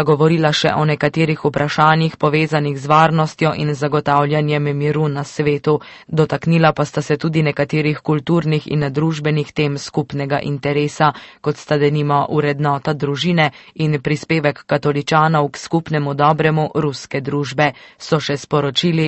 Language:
Slovenian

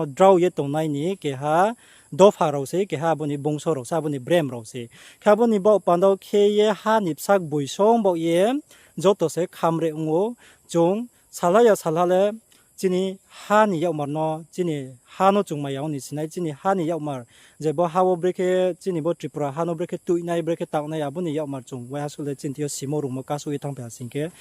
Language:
Riang (India)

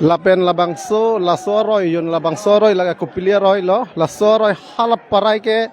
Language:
Karbi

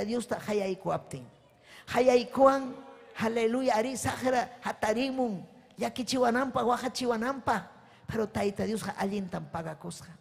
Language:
Ayacucho Quechua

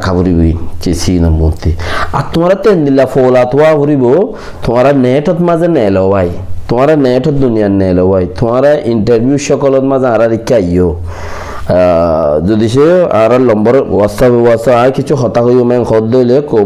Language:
Rohingya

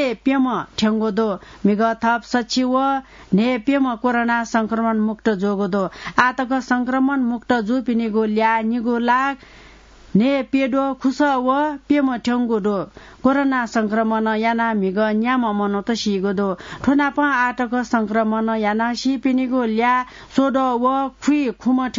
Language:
Newari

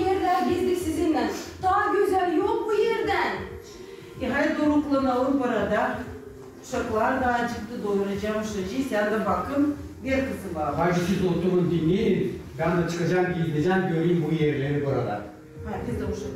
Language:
Gagauz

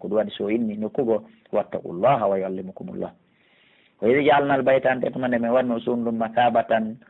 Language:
Pular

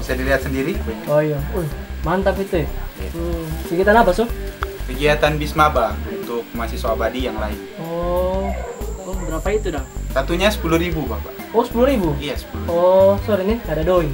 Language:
Manado Malay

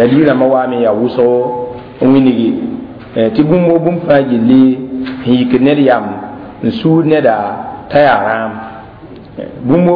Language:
Mossi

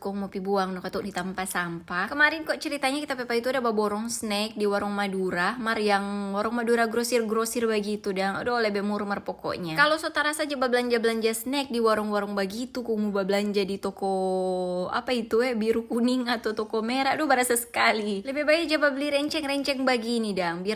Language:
Manado Malay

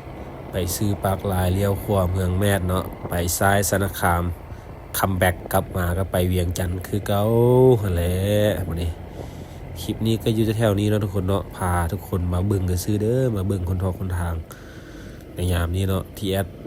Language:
Lao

